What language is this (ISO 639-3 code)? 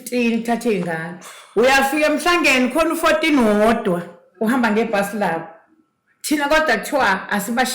zul